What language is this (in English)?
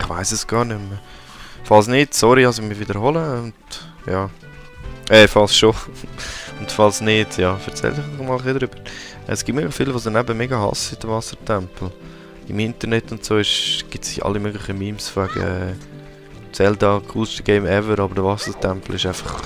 Swiss German